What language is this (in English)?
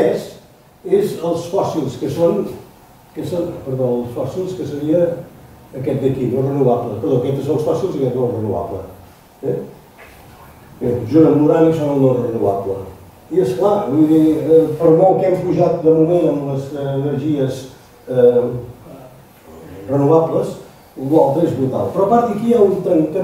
Catalan